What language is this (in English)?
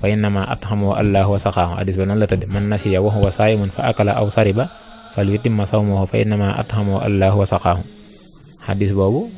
Wolof